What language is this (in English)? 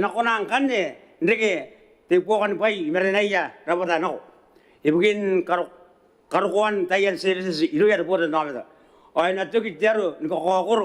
Gilbertese